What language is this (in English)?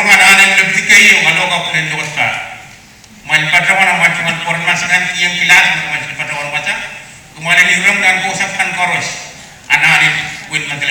Pohnpeian